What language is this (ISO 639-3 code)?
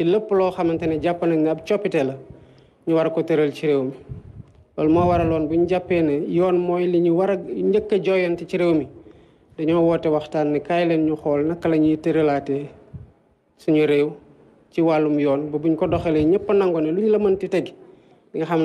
wol